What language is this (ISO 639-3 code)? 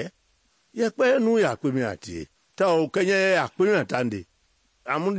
men